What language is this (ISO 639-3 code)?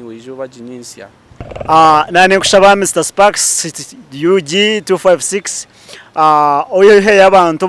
nyn